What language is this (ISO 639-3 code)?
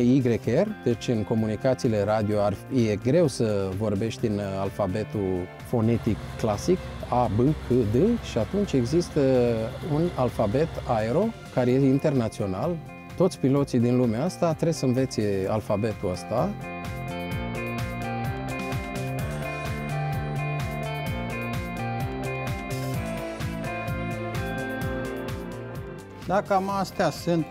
ron